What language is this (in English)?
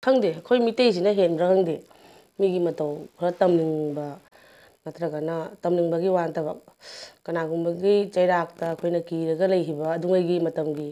Manipuri